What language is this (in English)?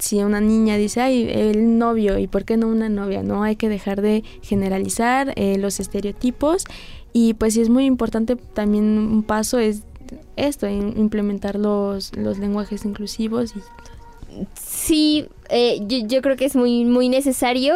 Spanish